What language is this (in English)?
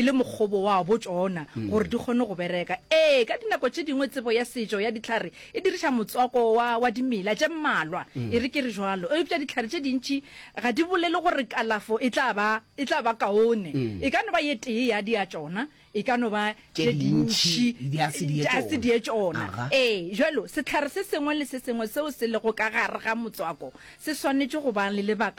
Northern Sotho